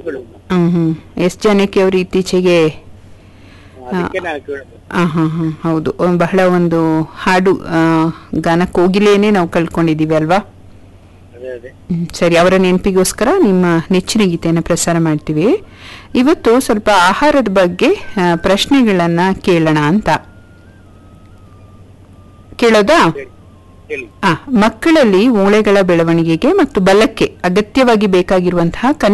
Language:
Kannada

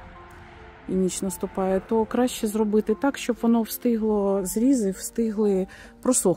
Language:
Ukrainian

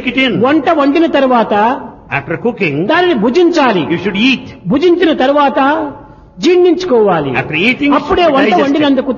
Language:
Telugu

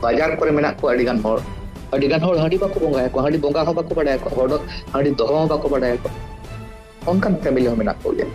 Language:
Santali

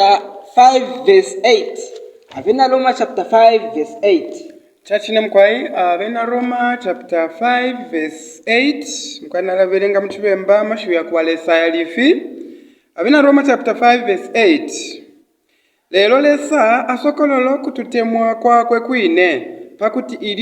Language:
Bemba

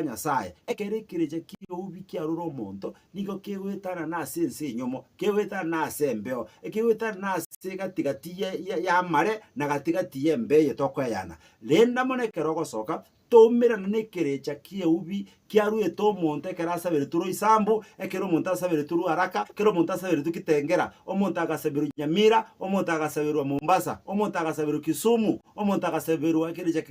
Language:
Gusii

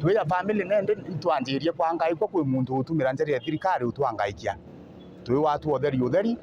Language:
Meru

